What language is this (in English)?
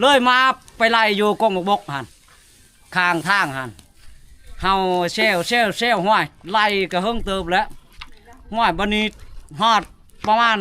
Northeastern Thai